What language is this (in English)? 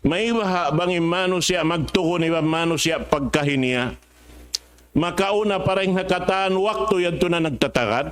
Tausug